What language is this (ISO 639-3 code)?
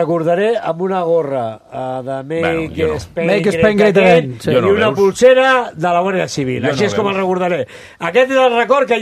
cat